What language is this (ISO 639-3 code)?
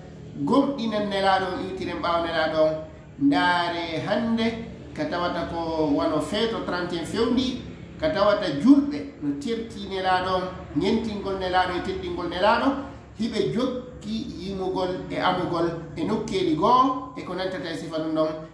ful